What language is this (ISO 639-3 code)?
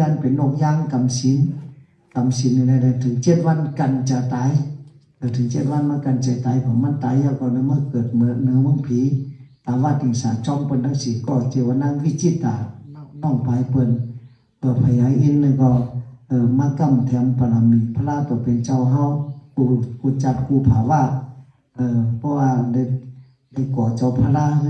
shn